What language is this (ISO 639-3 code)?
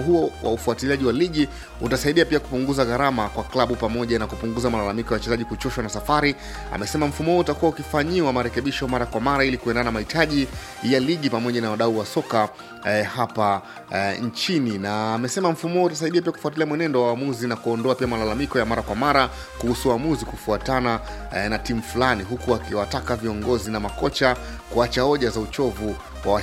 swa